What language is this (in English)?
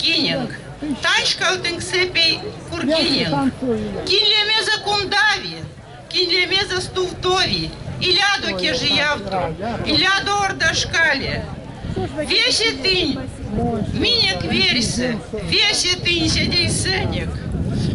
Erzya